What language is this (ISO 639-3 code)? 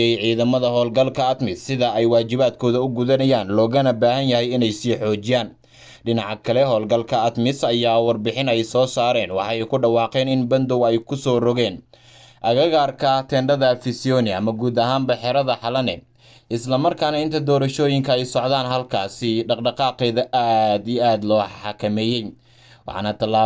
som